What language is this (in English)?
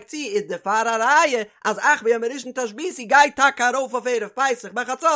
Yiddish